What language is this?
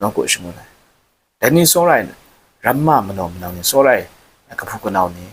Kachin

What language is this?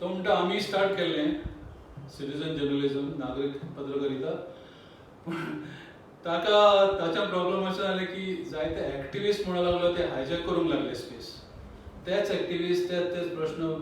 Konkani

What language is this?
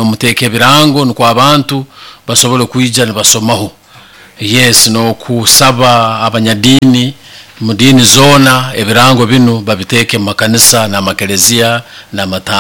Nyoro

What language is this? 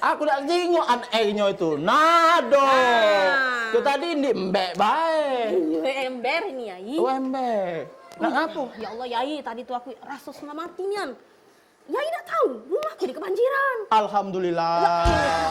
Musi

